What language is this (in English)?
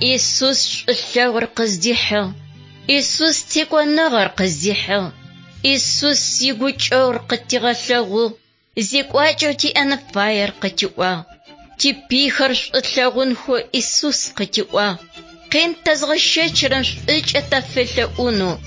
Adyghe